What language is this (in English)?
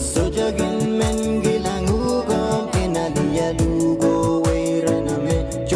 Pohnpeian